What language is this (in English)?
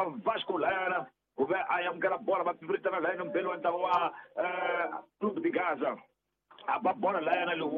Tsonga